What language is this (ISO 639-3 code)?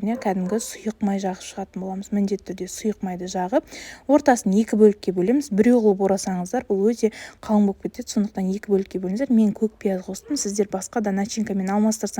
kaz